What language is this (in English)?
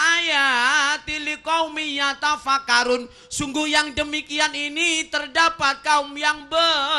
Javanese